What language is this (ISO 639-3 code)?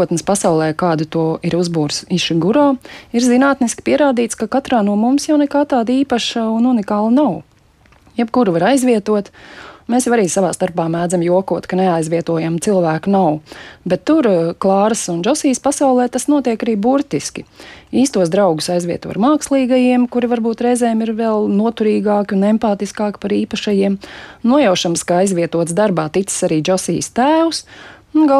lav